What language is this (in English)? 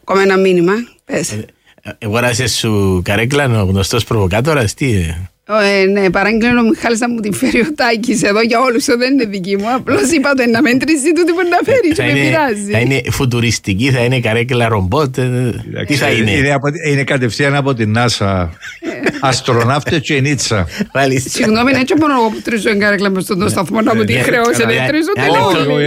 Greek